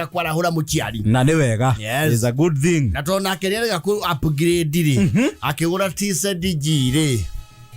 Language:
Kikuyu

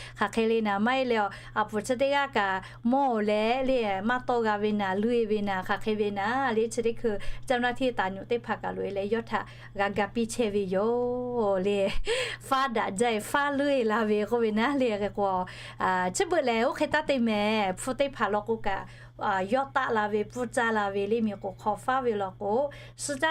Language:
Lahu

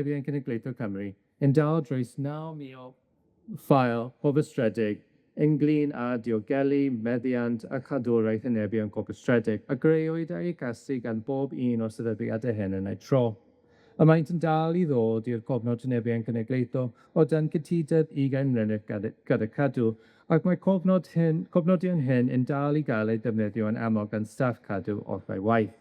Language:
Welsh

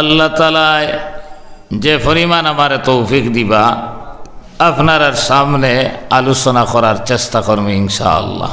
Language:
Sylheti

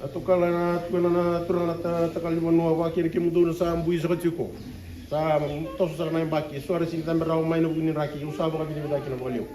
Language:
Fijian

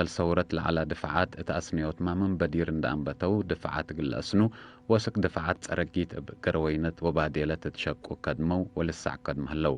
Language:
Tigre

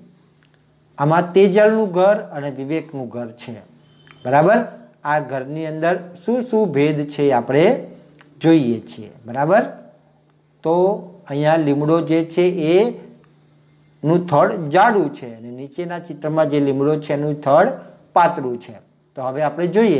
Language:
Gujarati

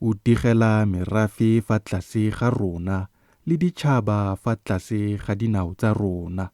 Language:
Tswana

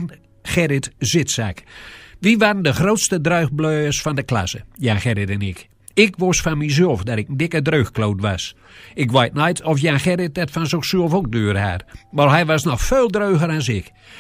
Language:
Gronings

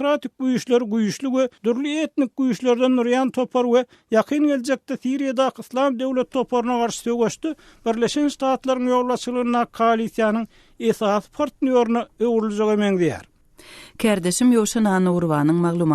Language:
Turkmen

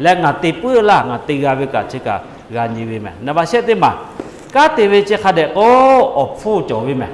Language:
Lahu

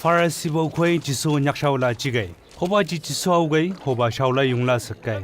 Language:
Chang Naga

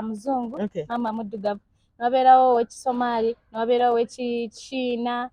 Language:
Ganda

